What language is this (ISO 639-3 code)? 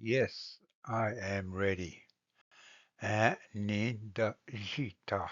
oji